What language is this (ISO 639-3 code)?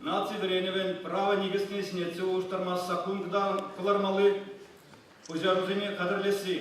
chv